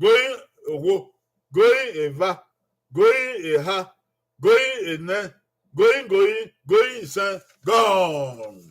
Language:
Bini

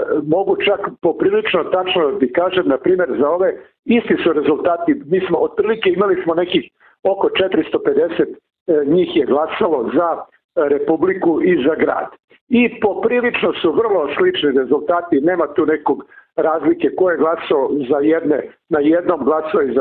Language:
Serbian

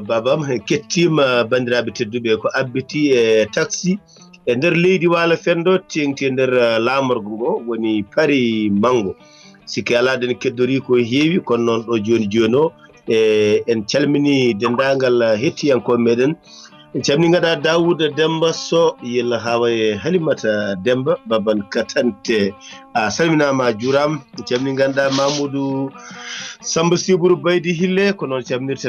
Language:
Fula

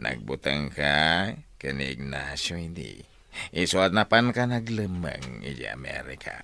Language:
Iloko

